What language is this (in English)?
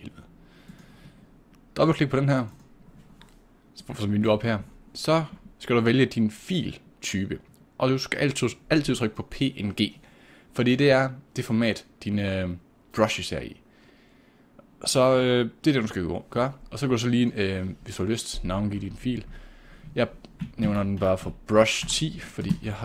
Danish